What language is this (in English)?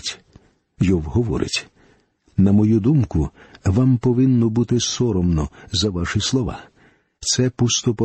Ukrainian